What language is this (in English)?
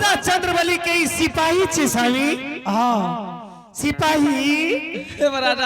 Angika